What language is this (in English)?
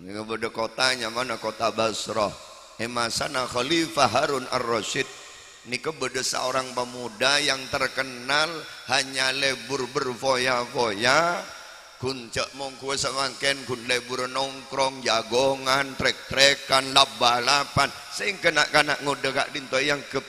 Madurese